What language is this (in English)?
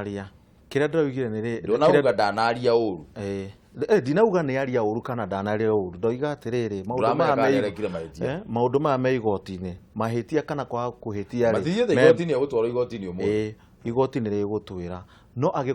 Kikuyu